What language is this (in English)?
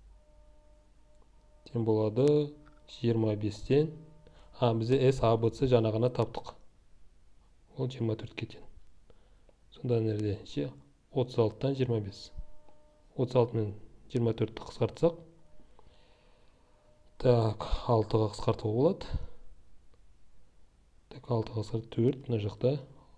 Kazakh